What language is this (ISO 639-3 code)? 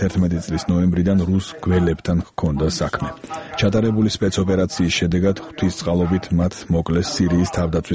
kat